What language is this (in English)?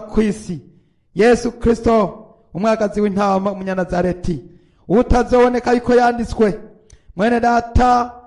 Rundi